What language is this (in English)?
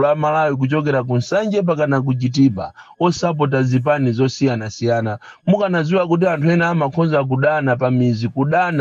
Nyanja